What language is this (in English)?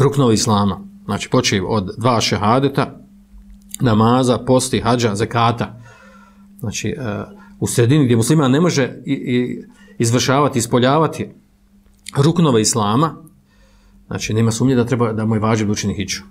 Bosnian